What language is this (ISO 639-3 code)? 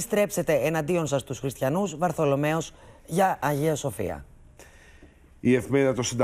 ell